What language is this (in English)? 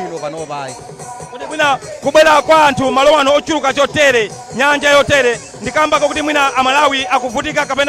Nyanja